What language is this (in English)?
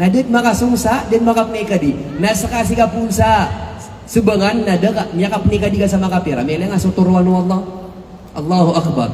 Maranao